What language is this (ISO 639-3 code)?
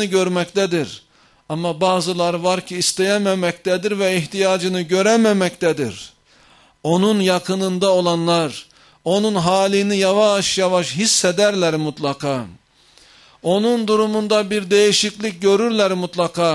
tur